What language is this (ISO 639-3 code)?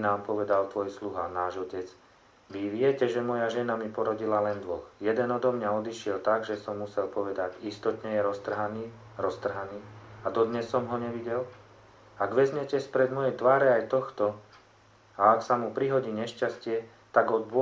slk